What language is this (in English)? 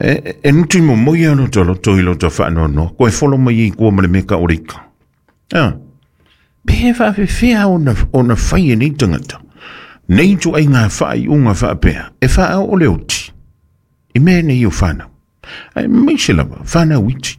Samoan